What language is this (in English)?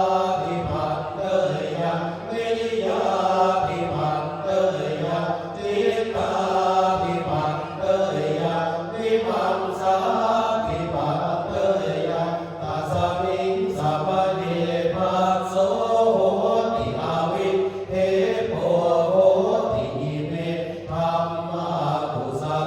Pali